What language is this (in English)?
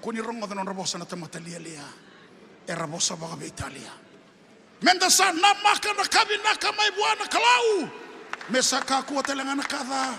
Fijian